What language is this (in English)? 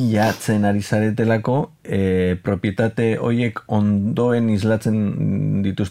Basque